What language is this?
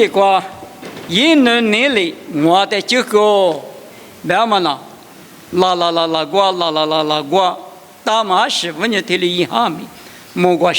Lisu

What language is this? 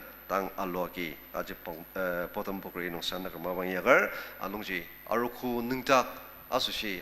Ao Naga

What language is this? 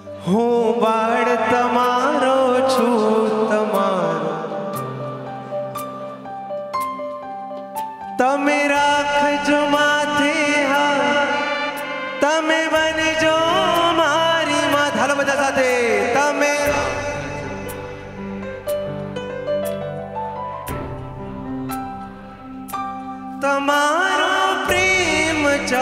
Gujarati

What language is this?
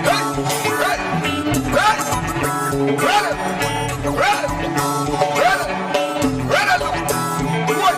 Haitian Creole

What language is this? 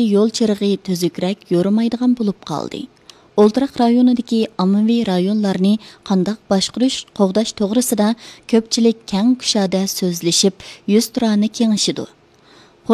Uyghur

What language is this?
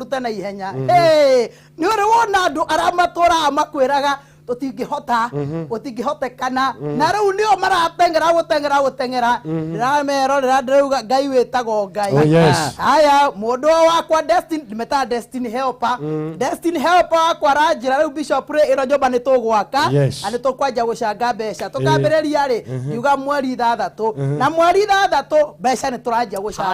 Kikuyu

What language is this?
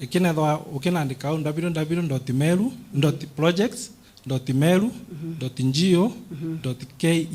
Meru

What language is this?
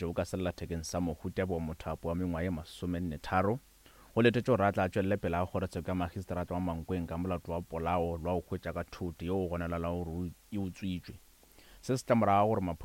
Northern Sotho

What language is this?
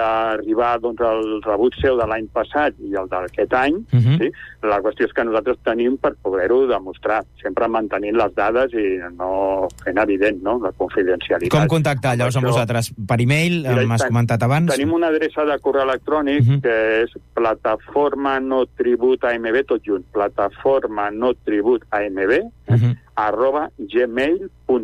Catalan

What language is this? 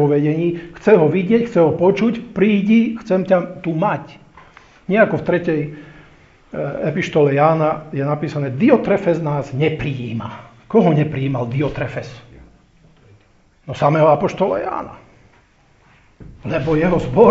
Slovak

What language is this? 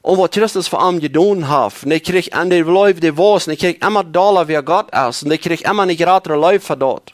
Plautdietsch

